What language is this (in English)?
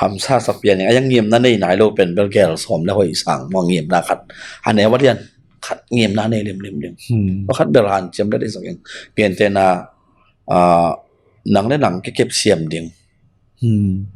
Tedim Chin